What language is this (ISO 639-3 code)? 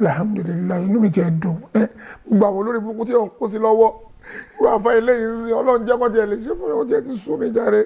yor